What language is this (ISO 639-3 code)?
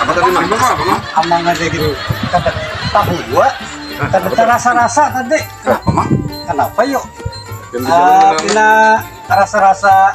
bjn